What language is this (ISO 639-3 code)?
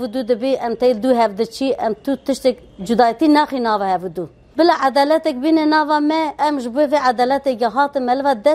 kur